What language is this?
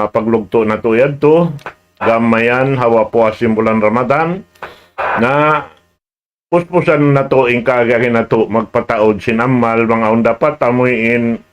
Tausug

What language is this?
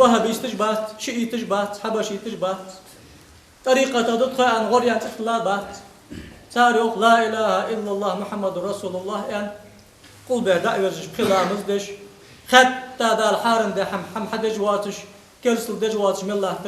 Ingush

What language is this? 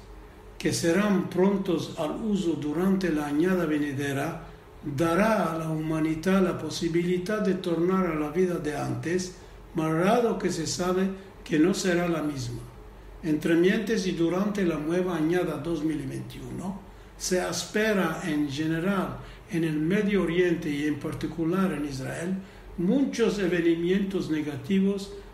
Ladino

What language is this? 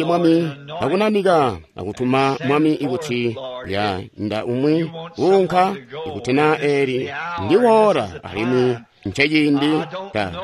Tonga (Zambia)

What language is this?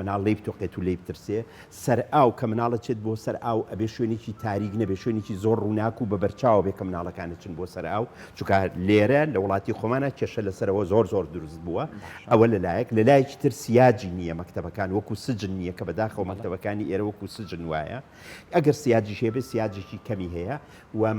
Central Kurdish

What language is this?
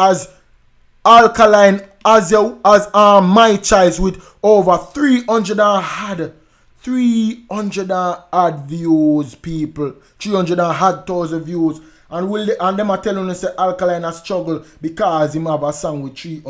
Jamaican Creole English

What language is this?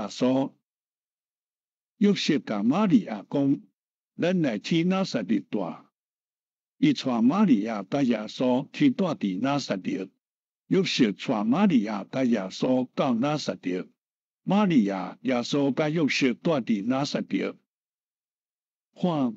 Min Nan Chinese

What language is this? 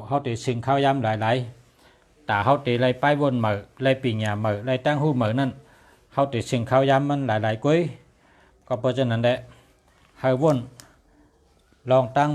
Shan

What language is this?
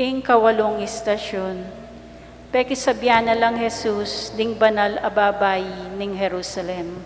Pampanga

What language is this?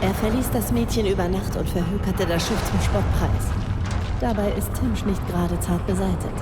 Bavarian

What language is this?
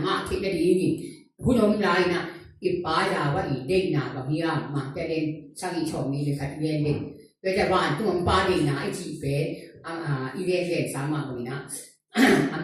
Tedim Chin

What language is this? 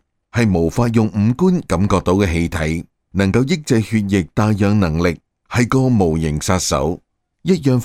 Cantonese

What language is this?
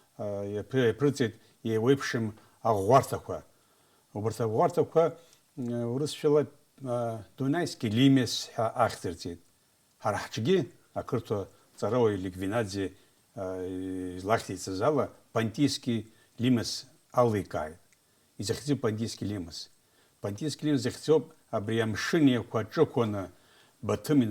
Abkhazian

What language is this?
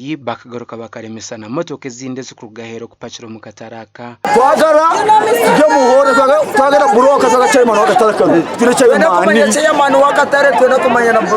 Nyankole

